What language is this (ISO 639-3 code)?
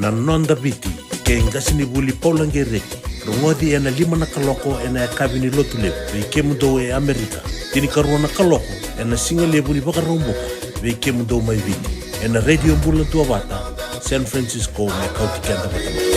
fij